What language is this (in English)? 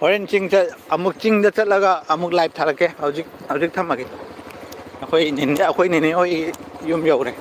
Manipuri